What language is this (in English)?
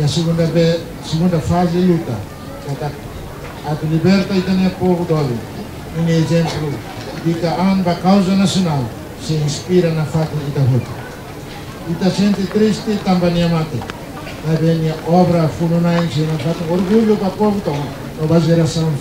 Tetum